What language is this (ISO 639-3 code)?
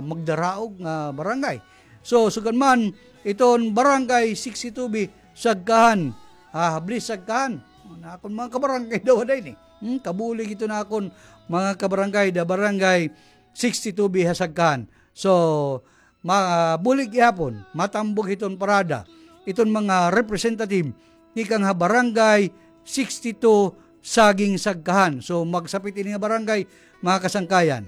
war